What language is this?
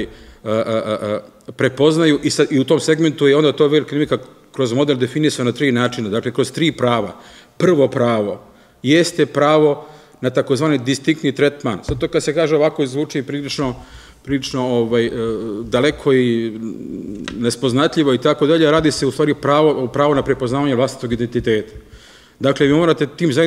Serbian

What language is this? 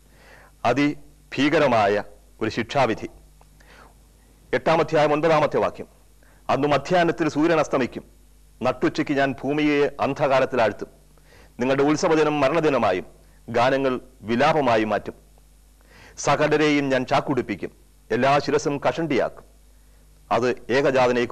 Malayalam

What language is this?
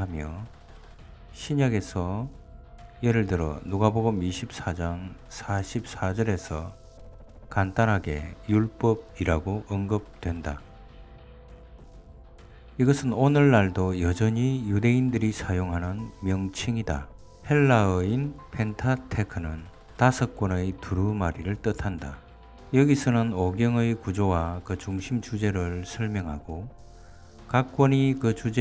Korean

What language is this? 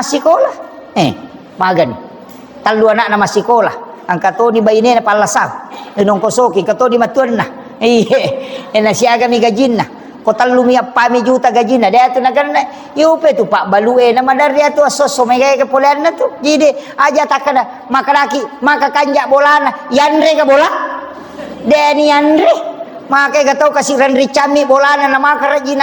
Buginese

